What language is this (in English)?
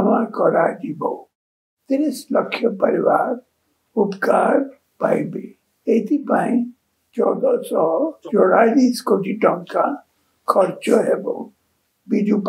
Odia